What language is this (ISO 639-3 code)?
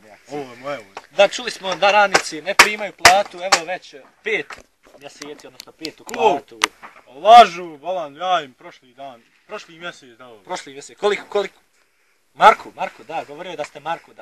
bos